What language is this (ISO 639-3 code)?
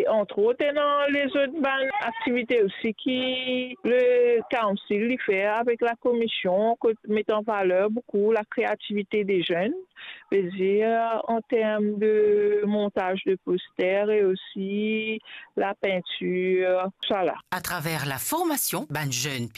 mfe